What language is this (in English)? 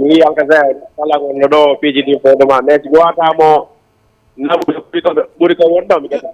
Fula